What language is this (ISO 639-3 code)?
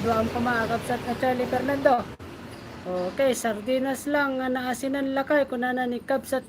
ilo